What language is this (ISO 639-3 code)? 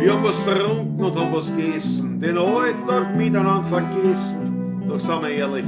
bar